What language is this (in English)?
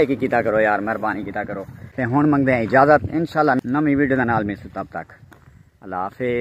Saraiki